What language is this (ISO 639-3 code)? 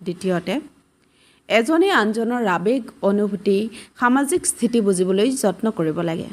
asm